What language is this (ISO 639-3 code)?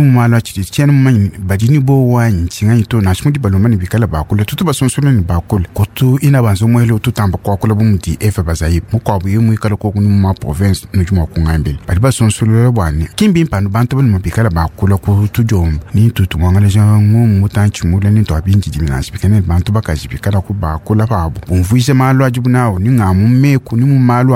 lua